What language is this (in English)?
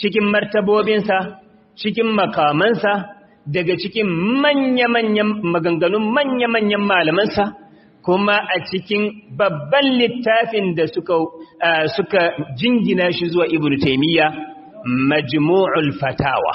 Hausa